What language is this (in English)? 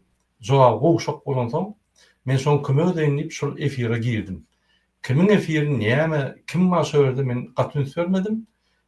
Turkmen